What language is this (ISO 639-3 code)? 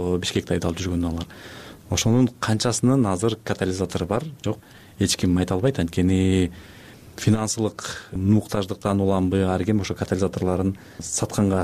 kir